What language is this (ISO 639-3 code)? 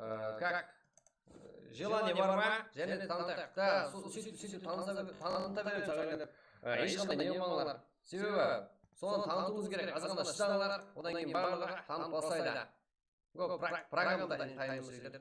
kaa